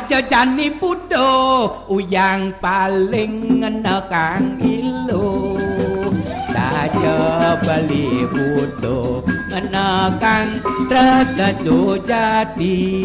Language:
Balinese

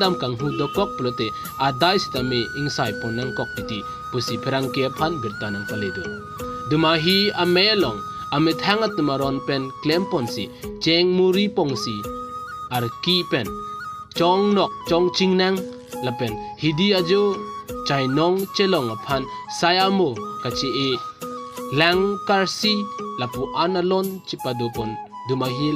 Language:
Karbi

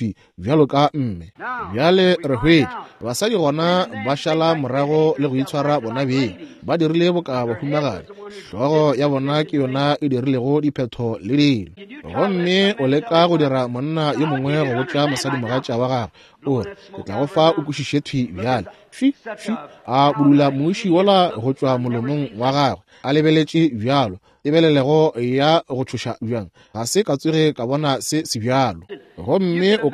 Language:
Northern Sotho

